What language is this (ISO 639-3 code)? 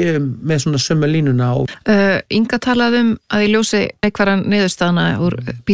isl